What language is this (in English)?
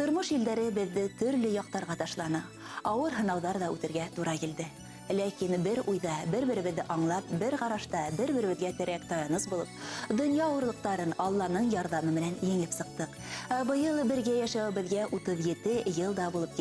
Bashkir